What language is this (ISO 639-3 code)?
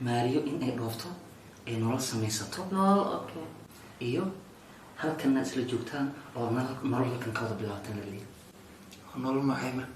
som